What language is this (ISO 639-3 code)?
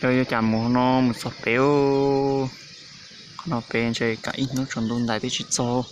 hmn